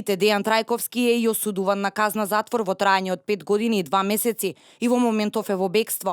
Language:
Macedonian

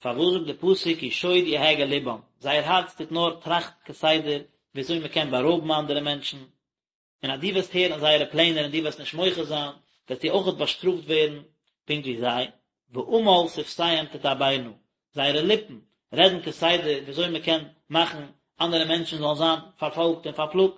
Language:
Yiddish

